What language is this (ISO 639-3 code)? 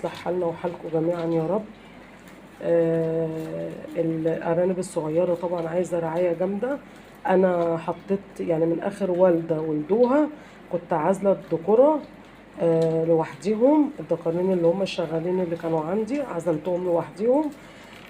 arz